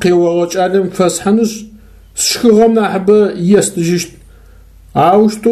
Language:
Adyghe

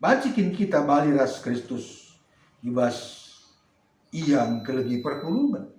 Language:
Batak Karo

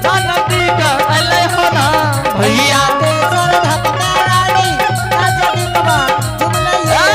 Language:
Angika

